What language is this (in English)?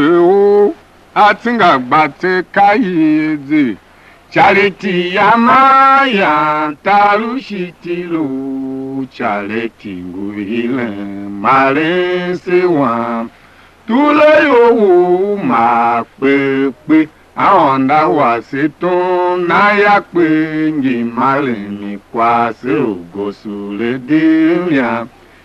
Tiv